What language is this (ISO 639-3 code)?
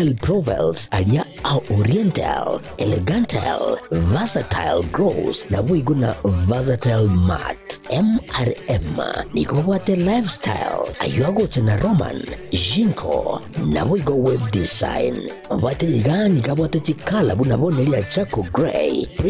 guz